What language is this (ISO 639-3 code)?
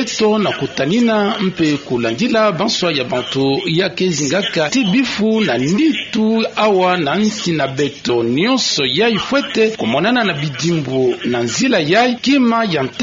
ktu